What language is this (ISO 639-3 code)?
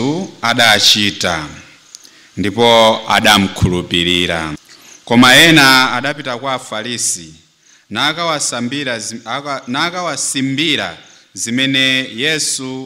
nya